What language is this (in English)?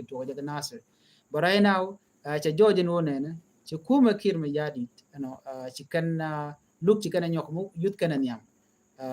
Nuer